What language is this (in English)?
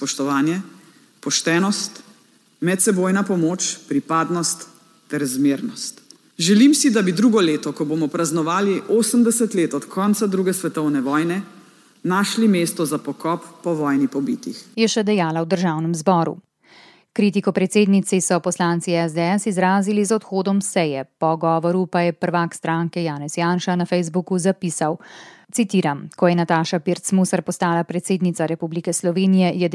Slovenian